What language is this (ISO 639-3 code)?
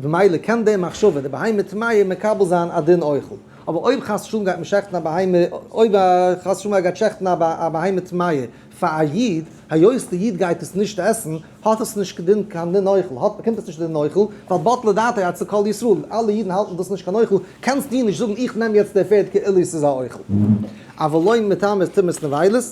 yid